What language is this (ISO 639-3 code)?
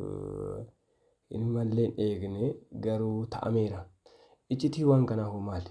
orm